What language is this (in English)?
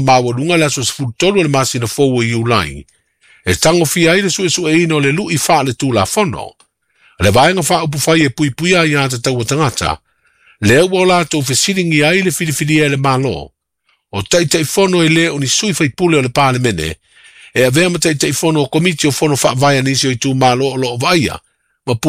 Samoan